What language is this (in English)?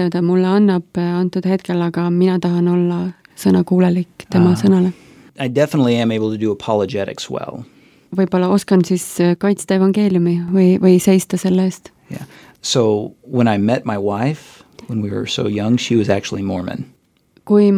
Estonian